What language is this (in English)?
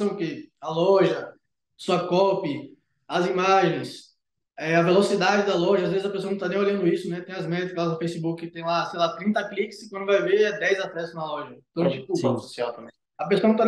Portuguese